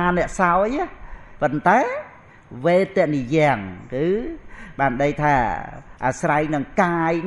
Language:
Khmer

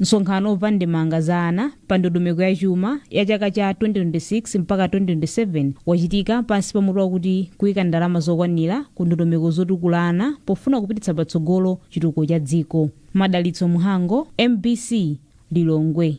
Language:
Nyanja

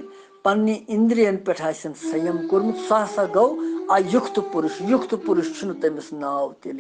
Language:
Kashmiri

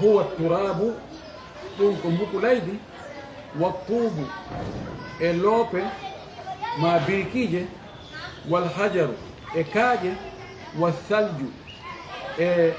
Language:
Fula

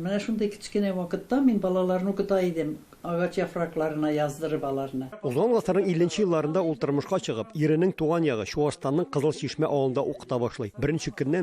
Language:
Tatar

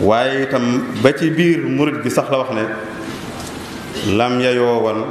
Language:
Wolof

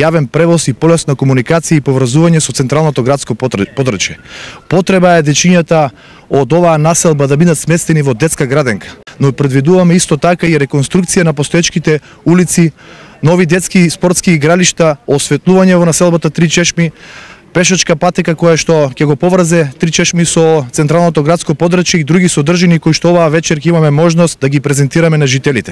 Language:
Macedonian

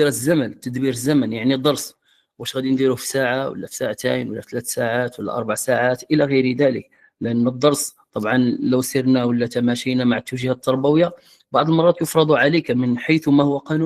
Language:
Moroccan Arabic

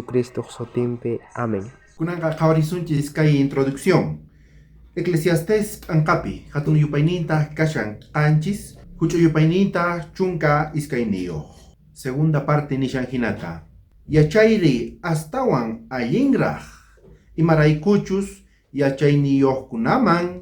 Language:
South Bolivian Quechua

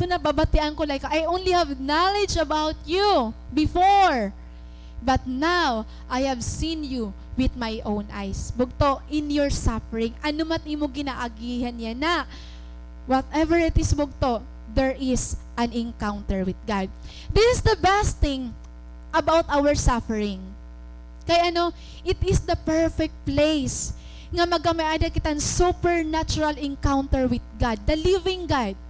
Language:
Waray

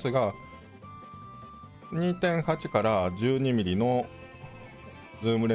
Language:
Japanese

